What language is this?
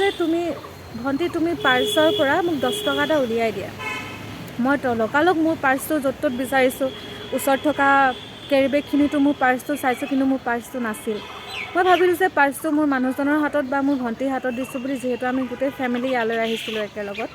Assamese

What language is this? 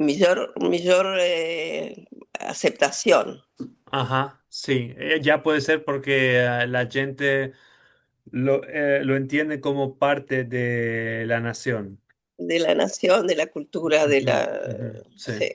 Ladino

